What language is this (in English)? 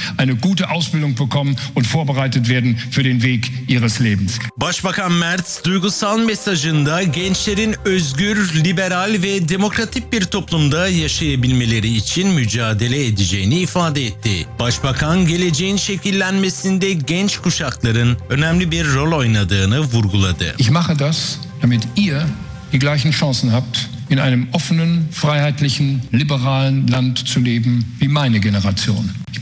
Turkish